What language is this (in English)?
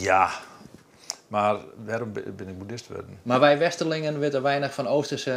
Western Frisian